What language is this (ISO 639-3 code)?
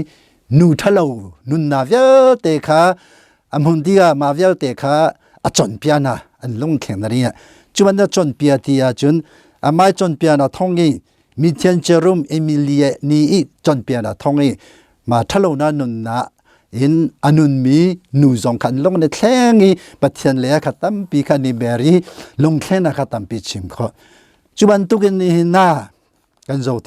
cnh